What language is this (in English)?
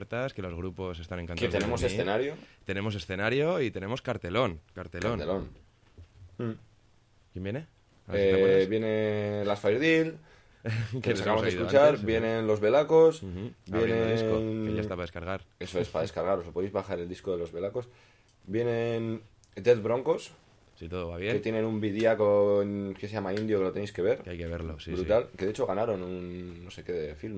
Spanish